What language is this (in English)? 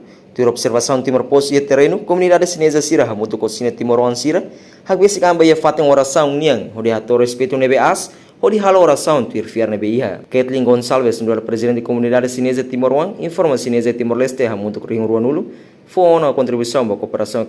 Tetum